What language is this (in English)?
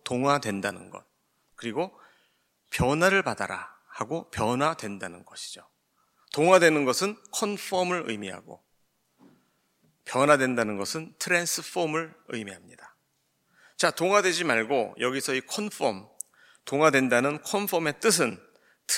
Korean